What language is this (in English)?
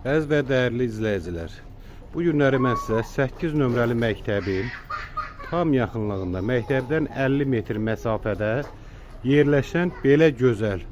Azerbaijani